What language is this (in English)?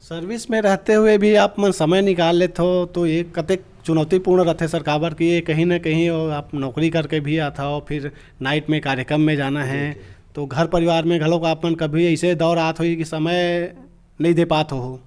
Chhattisgarhi